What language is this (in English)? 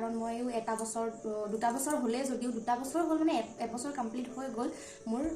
Assamese